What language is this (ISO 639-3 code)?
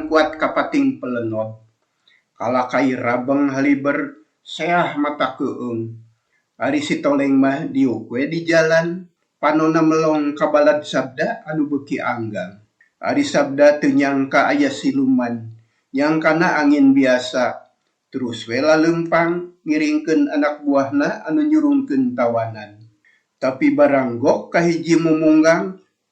sun